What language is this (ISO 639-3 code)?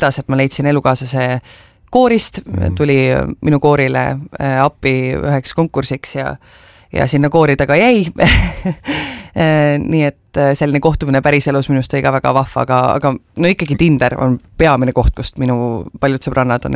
est